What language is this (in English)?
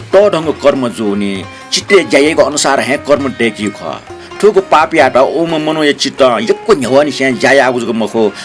Newari